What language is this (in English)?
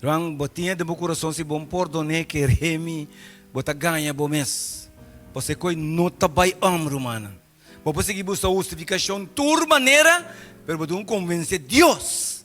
Papiamento